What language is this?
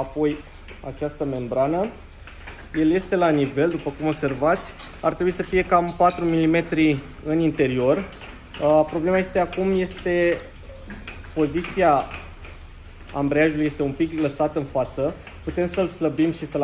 Romanian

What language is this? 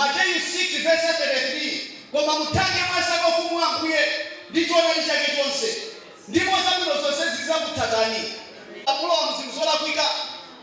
Nyanja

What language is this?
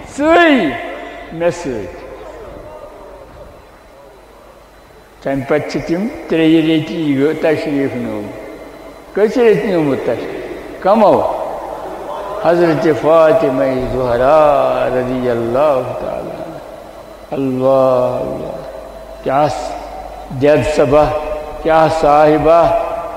Urdu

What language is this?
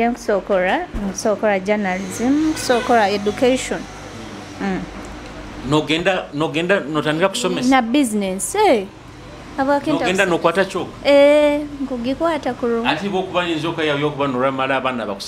Nyoro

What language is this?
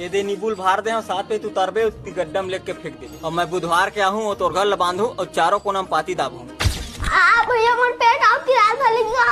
Chhattisgarhi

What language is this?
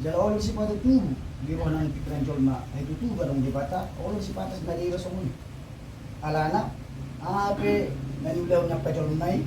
Batak Toba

